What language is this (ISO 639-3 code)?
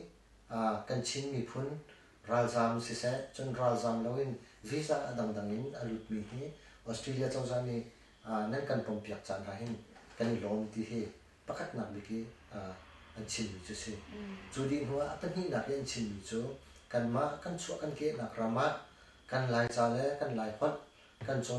cnh